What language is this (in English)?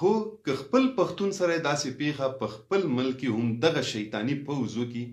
Pashto